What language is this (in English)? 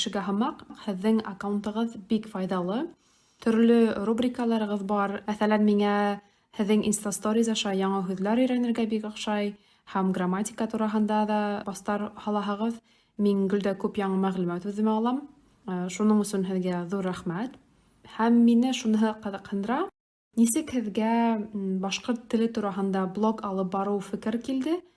Bashkir